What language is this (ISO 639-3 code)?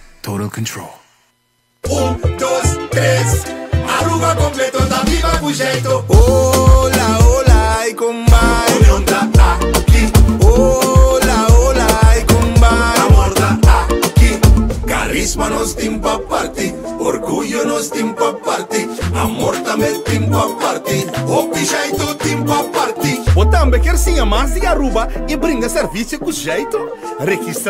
pap